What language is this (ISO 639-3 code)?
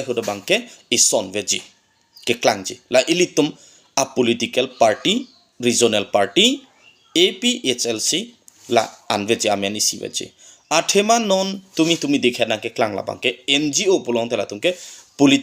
mjw